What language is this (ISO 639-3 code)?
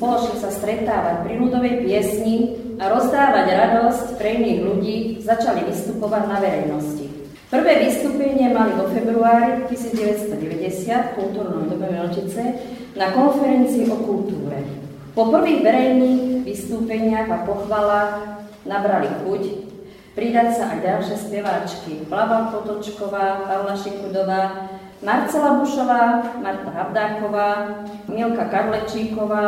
slk